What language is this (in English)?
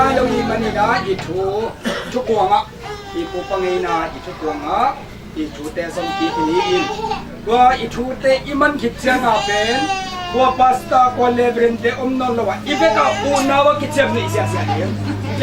Tedim Chin